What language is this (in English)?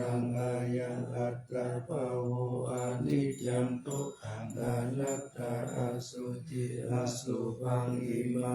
Pali